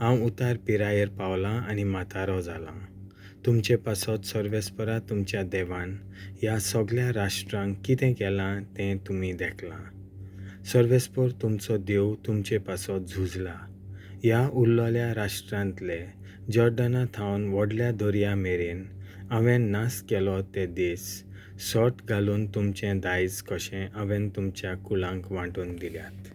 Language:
Konkani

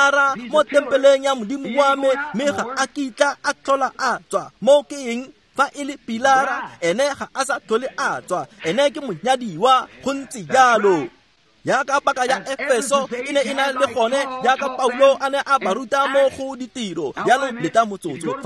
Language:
Tswana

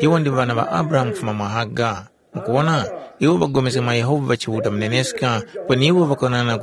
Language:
Tumbuka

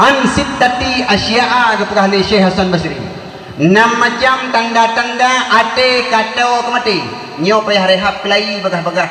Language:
Achinese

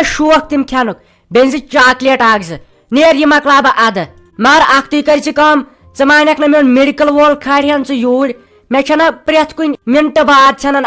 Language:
Kashmiri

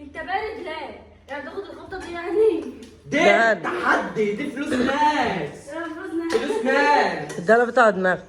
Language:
Egyptian Arabic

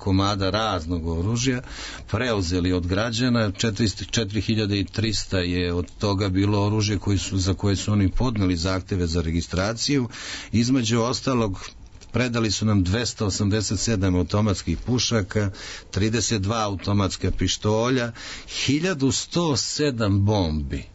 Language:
Serbian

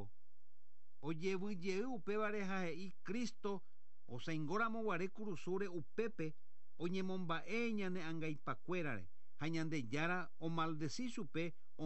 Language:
Guarani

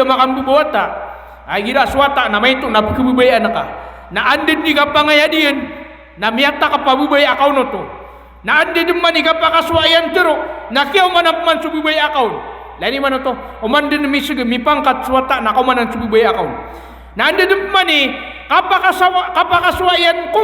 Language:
Maranao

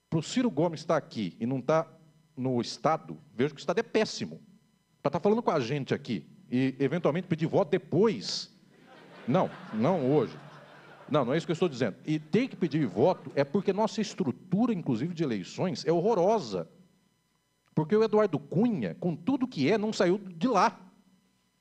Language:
Portuguese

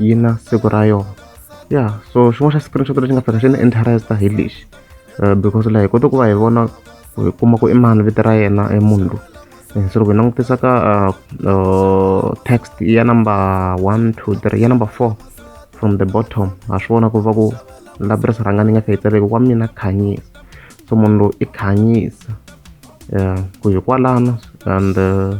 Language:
Tsonga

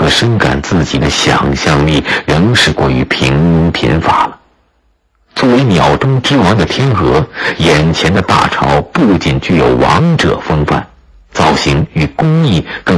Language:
Chinese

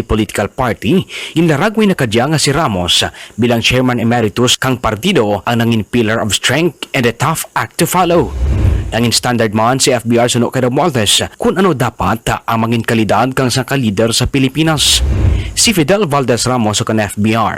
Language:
Kinaray-a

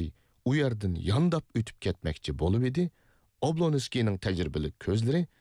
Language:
Uyghur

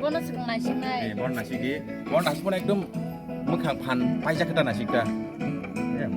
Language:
Kok Borok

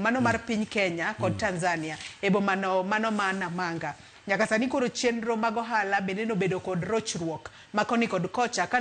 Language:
Luo (Kenya and Tanzania)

